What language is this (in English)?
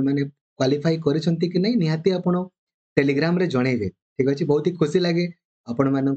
Odia